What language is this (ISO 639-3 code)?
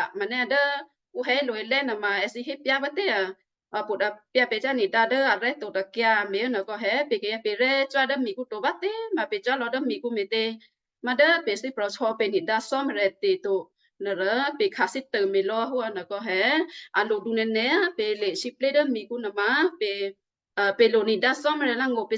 kyu